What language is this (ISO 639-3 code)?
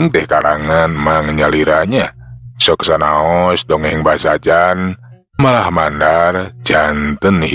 sun